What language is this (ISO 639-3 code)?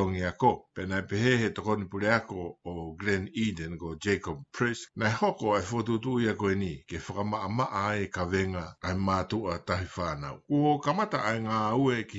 ton